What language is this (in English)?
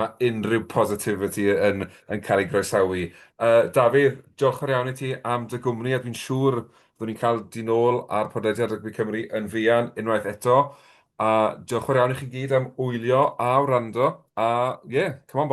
Welsh